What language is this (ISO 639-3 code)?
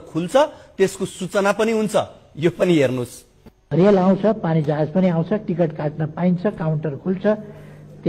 nep